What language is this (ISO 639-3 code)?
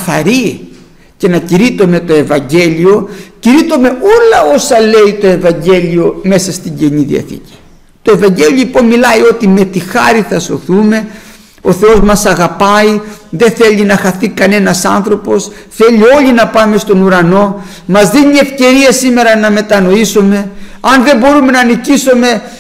ell